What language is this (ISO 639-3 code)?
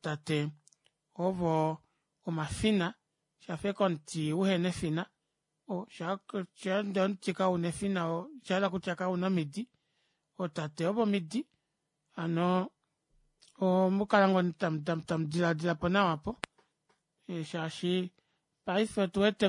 kua